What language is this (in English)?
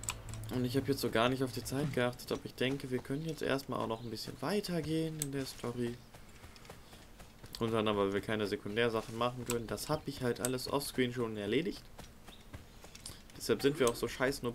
German